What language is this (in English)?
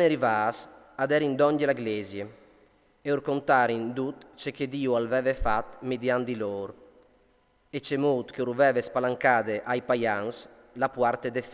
Friulian